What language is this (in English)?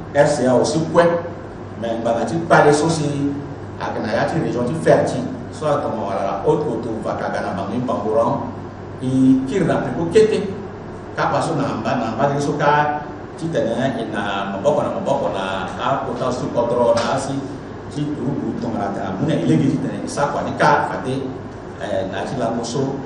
Sango